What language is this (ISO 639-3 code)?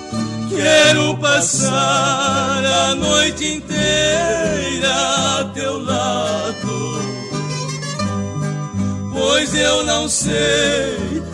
por